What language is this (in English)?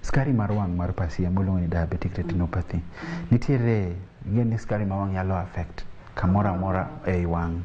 Luo (Kenya and Tanzania)